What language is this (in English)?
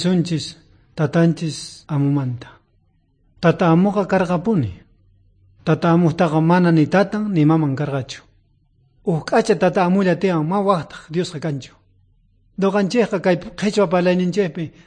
South Bolivian Quechua